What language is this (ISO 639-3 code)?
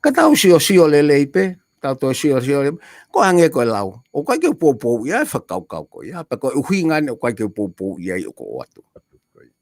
ton